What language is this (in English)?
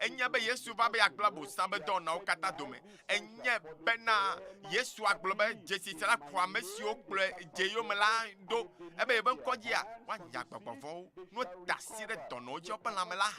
Ewe